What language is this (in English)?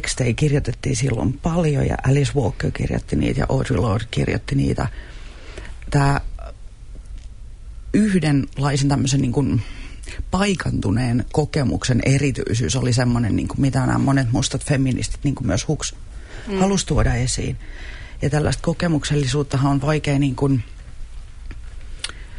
Finnish